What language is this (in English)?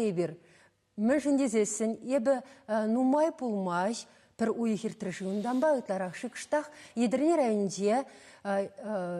Chuvash